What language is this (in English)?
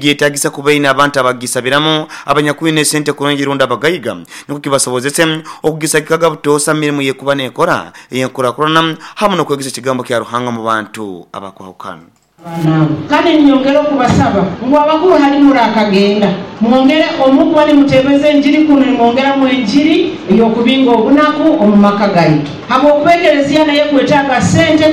Nyoro